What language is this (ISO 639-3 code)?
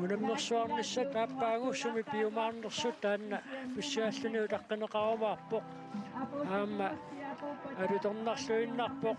kal